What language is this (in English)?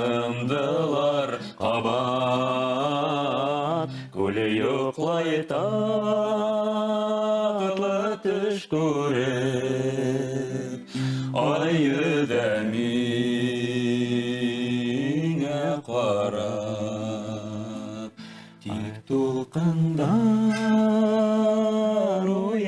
Bashkir